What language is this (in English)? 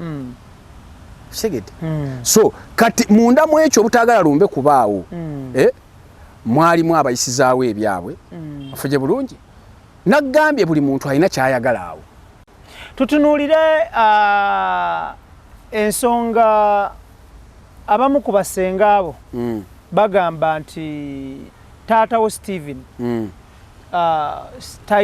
Ganda